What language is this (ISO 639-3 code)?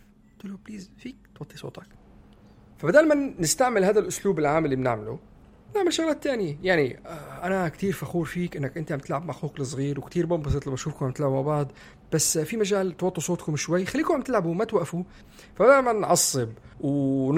apc